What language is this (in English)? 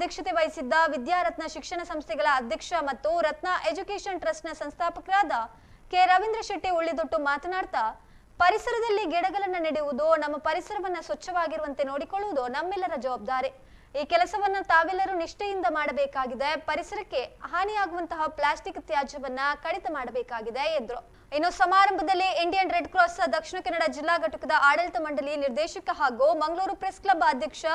Kannada